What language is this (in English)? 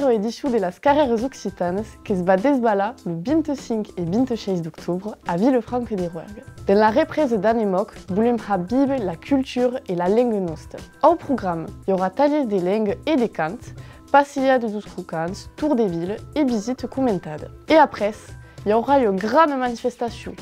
Occitan